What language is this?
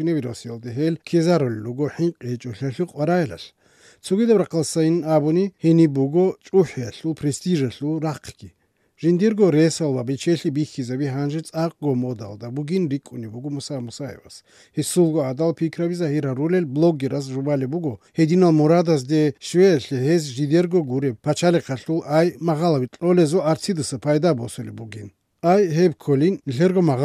Avaric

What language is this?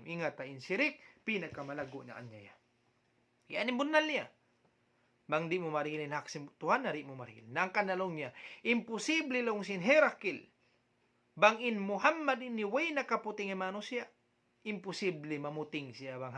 Tausug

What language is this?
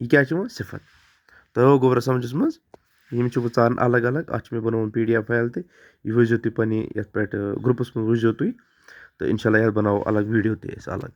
Kashmiri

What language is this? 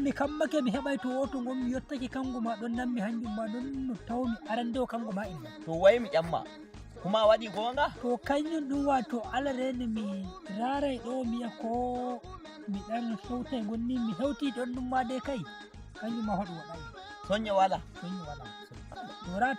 Nigerian Fulfulde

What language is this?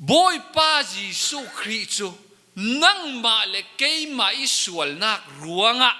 Falam Chin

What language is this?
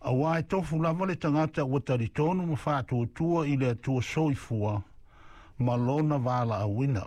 Samoan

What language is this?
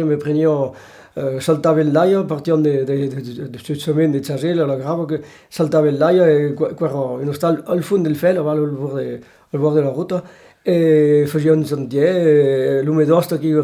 Occitan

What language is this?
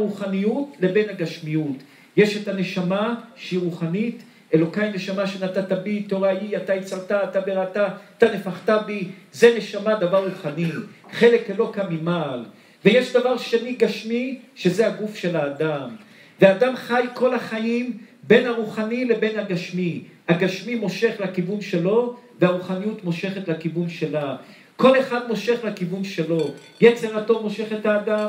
Hebrew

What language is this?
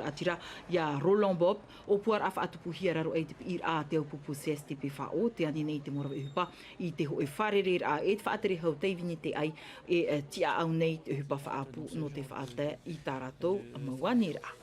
Tahitian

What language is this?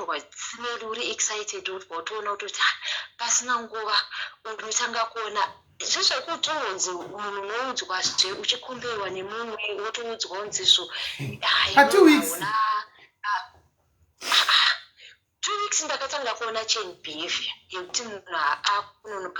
Shona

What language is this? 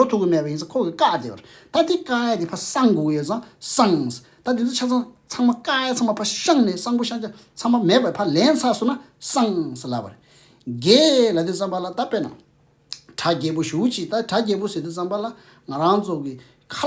Tibetan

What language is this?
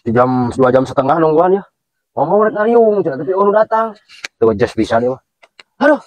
Sundanese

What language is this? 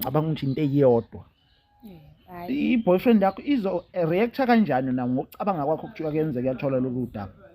Zulu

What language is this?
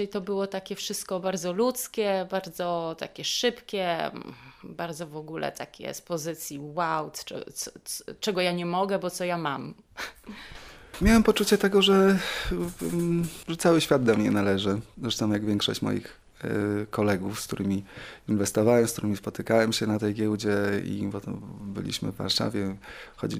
Polish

